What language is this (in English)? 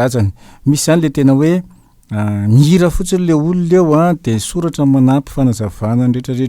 Malagasy